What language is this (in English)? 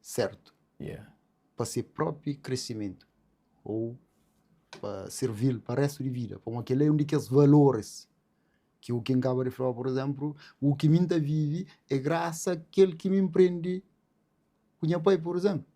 Kabuverdianu